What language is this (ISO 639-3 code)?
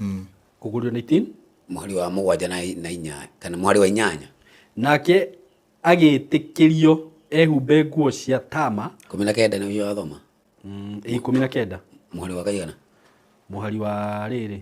kik